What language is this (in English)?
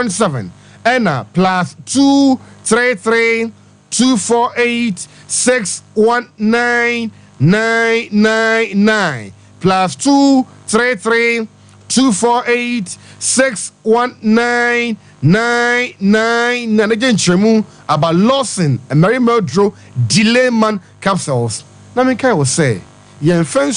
Akan